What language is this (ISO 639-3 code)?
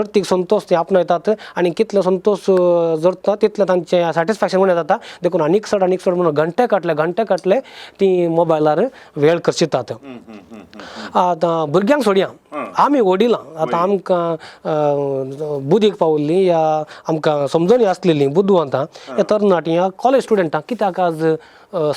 kok